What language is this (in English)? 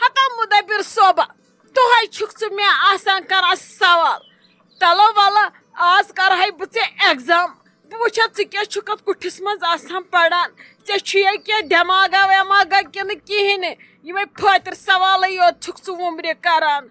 Kashmiri